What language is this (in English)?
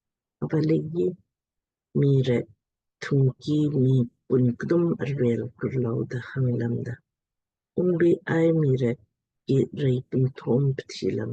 Lamkang